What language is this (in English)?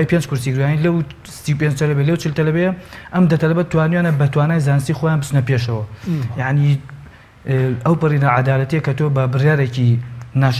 Central Kurdish